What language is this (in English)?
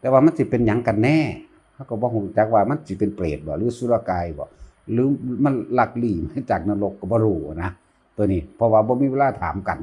Northeastern Thai